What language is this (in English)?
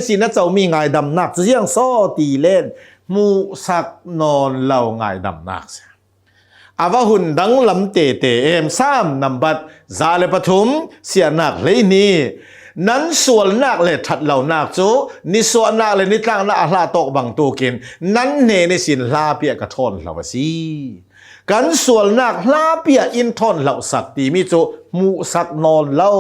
Hakha Chin